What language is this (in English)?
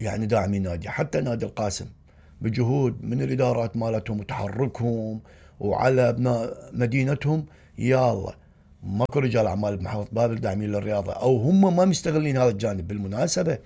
Mesopotamian Arabic